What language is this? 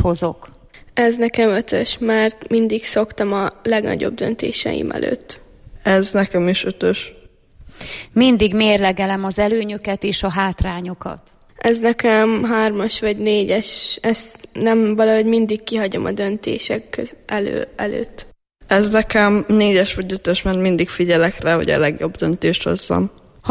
Hungarian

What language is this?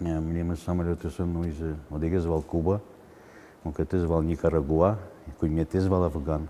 Udmurt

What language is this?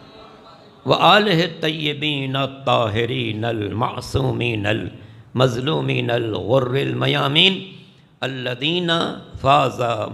Urdu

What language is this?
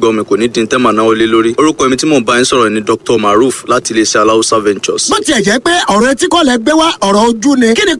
Yoruba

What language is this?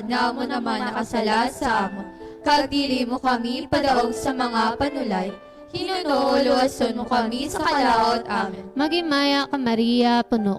Hiligaynon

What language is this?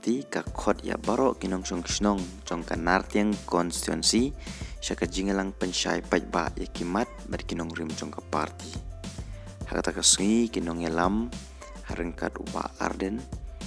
Khasi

